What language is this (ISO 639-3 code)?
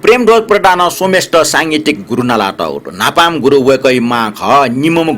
new